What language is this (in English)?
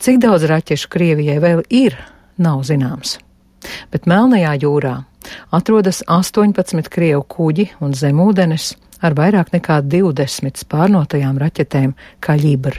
Latvian